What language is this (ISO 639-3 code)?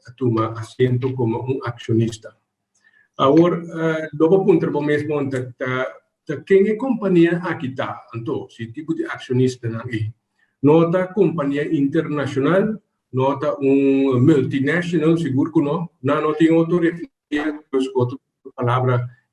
pap